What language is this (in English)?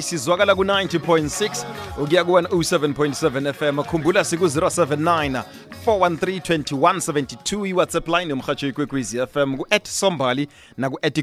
South Ndebele